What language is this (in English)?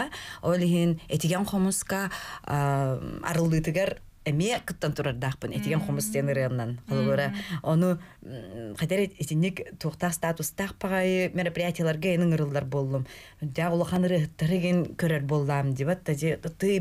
Yakut